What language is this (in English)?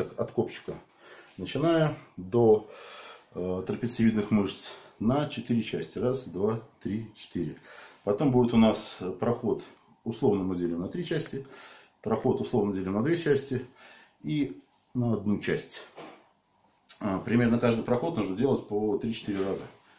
Russian